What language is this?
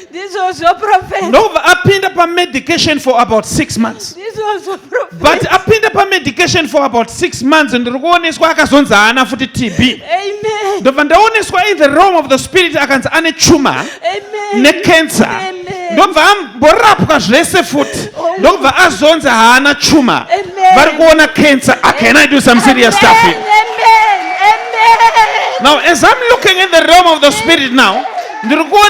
Shona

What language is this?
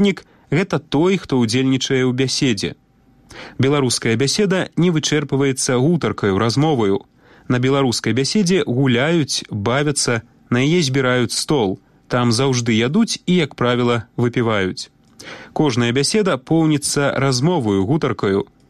Belarusian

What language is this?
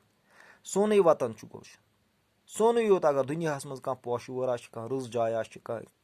Kashmiri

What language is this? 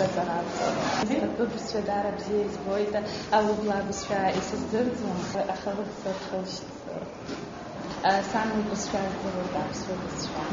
Abkhazian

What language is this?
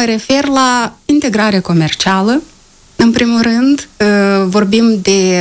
Romanian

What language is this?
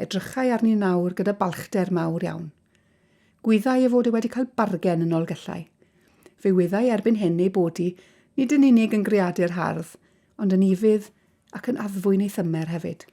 Welsh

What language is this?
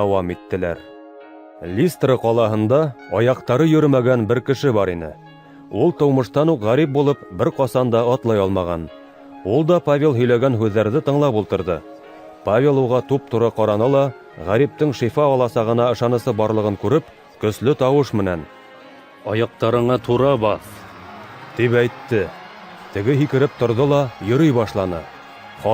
Bashkir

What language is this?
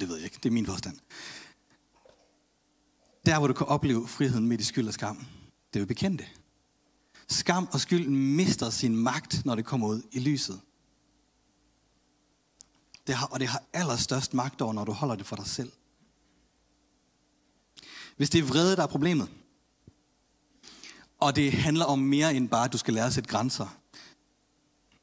Danish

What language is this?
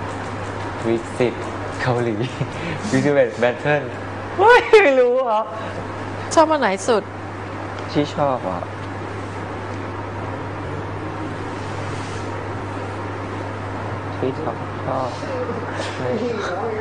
Thai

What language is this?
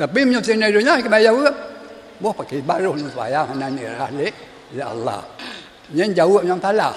Achinese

